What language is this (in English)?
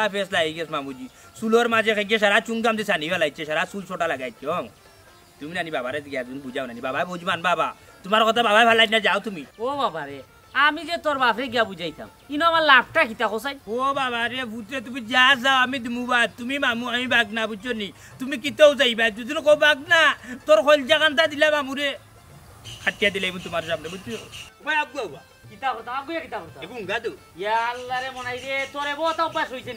Sylheti